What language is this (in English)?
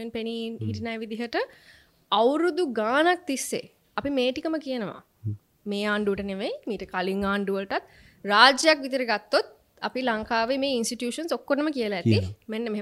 Sinhala